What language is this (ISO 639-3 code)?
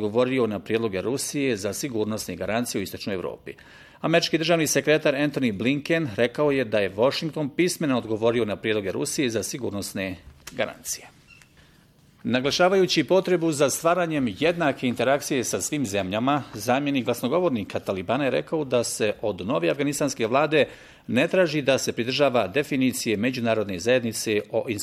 bos